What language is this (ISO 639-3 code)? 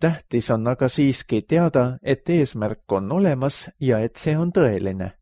est